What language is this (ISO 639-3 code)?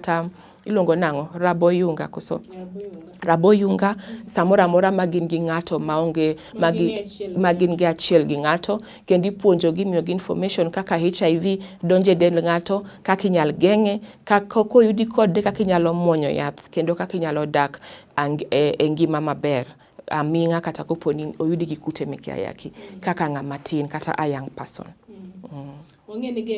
luo